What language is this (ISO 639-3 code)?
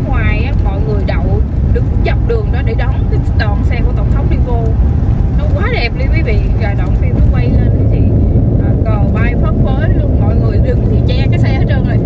vie